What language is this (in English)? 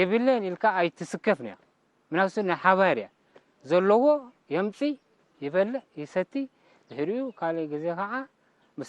Tigrinya